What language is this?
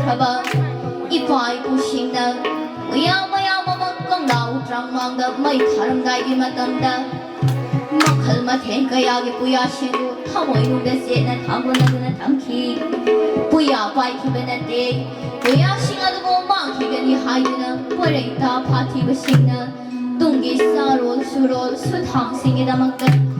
Manipuri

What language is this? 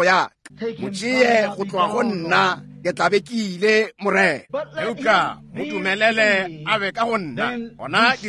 Northern Sotho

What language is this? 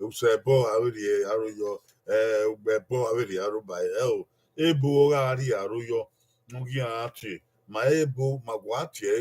Bini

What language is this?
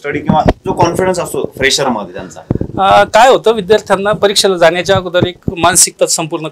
Marathi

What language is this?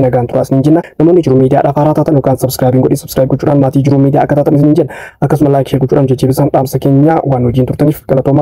Oromo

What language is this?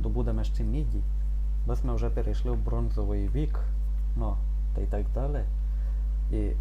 Rusyn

